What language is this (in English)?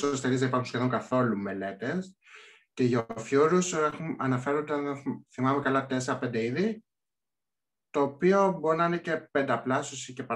Greek